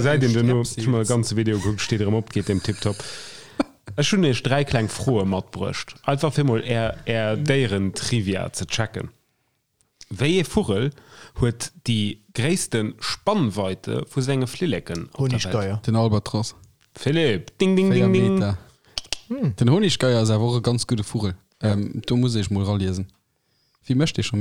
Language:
Luxembourgish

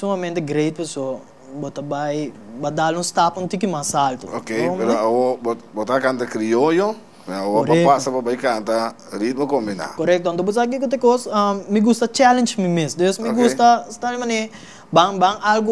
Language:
Papiamento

